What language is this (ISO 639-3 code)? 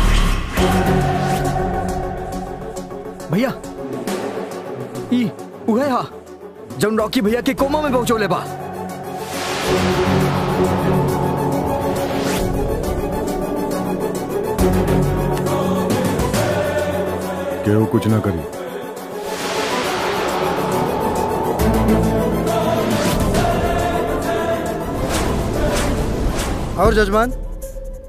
bho